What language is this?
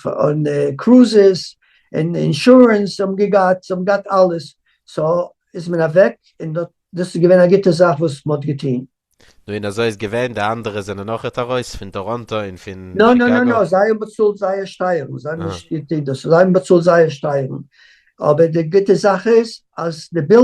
Yiddish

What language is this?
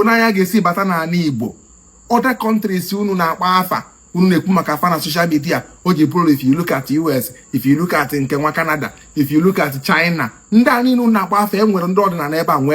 Igbo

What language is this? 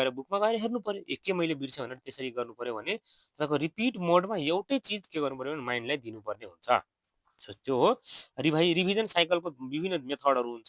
Nepali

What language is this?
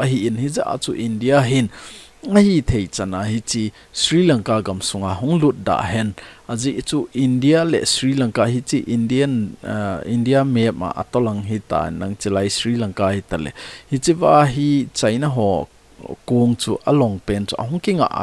Thado Chin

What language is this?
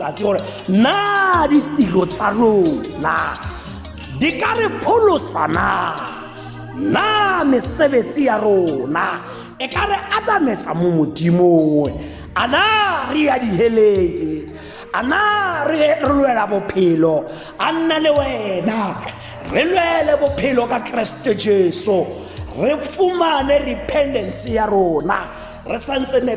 Tswana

